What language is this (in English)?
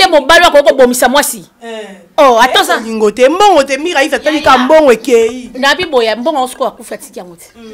Lingala